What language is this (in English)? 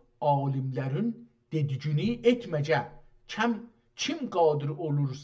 South Azerbaijani